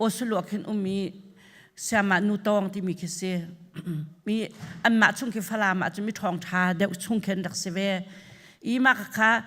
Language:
Hakha Chin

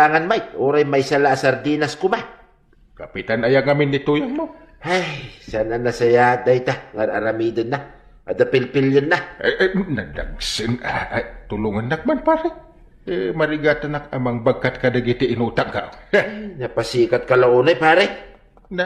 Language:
Iloko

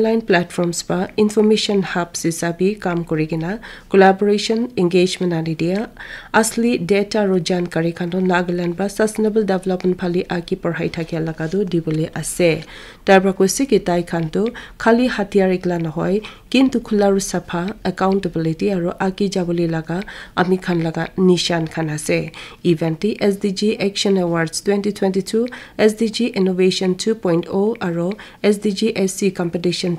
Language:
Naga Pidgin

